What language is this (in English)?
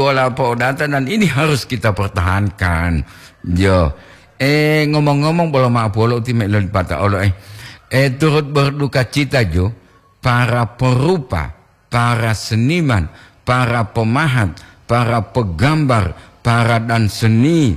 Gorontalo